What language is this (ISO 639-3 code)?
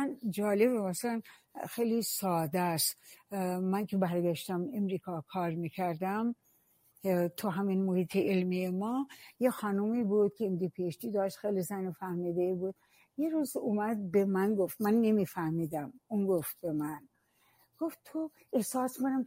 fas